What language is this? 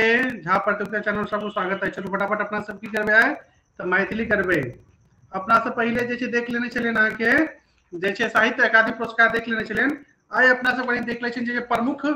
Maithili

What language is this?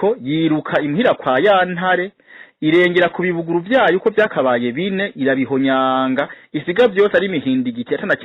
Rundi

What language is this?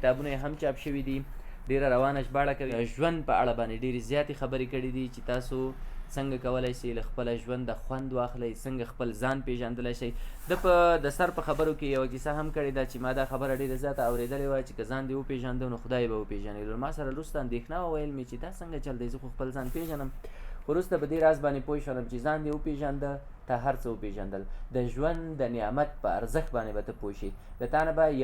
Pashto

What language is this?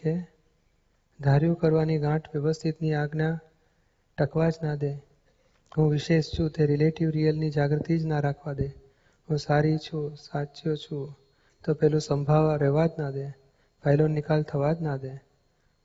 Gujarati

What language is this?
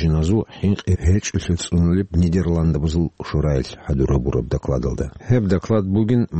Avaric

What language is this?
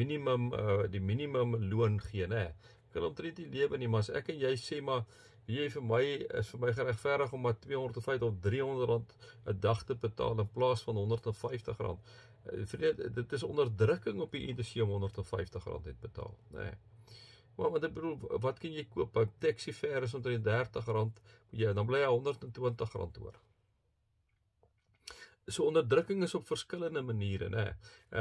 Afrikaans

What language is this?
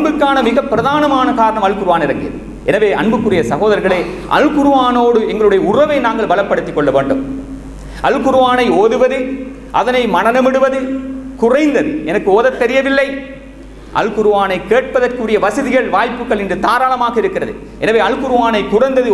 Tamil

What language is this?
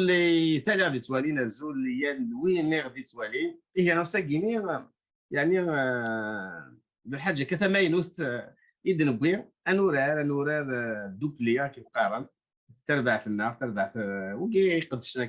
Kabyle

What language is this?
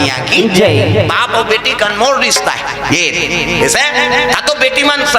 Chhattisgarhi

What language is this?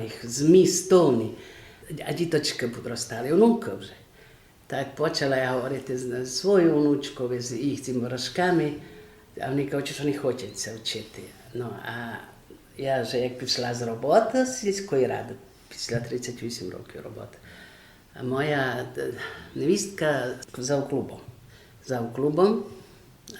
Rusyn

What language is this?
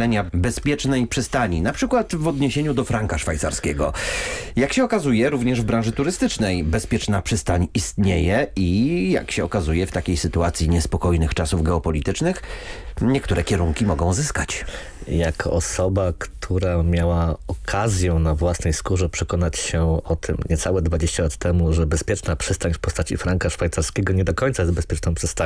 Polish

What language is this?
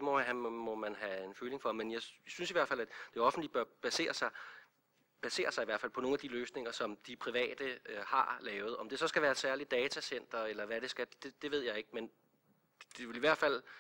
Danish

